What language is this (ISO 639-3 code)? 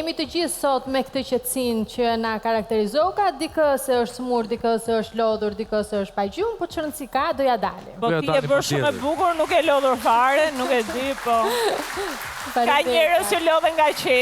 sqi